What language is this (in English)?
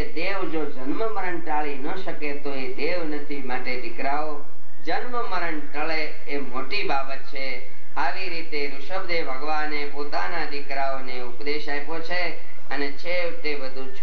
Gujarati